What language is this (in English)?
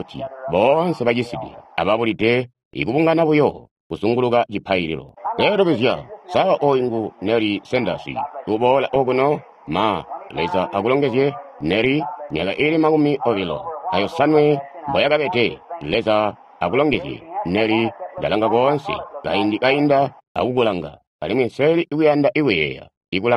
Tonga (Zambia)